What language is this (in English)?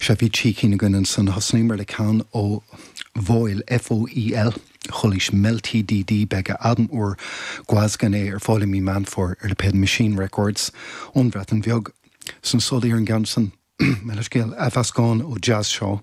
Irish